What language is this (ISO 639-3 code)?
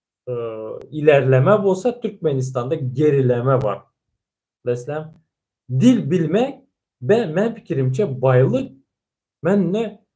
tuk